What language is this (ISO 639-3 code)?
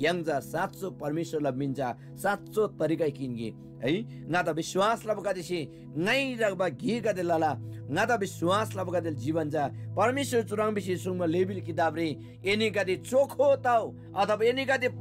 taj